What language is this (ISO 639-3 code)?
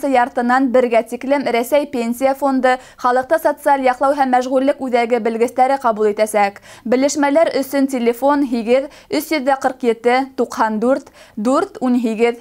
bak